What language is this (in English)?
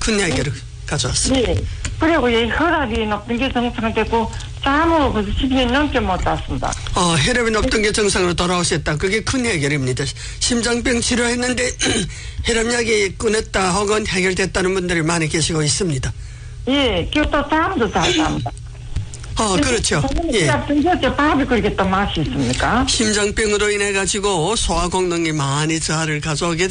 Korean